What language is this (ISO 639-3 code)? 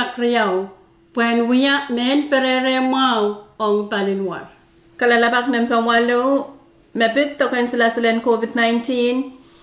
pon